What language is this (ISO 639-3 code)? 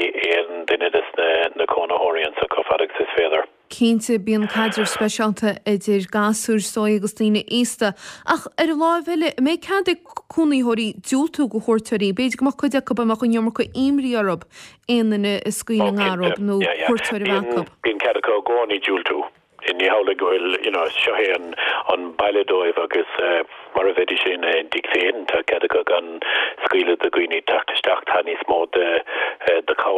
gle